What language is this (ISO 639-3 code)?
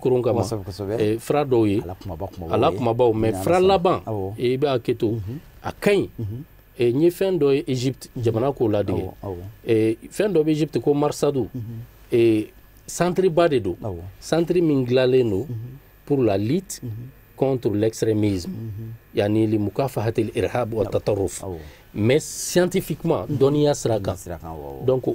bam